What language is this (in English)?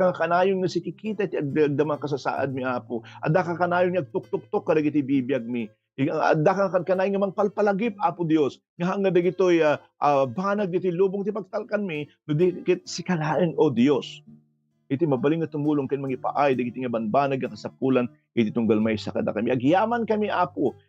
Iloko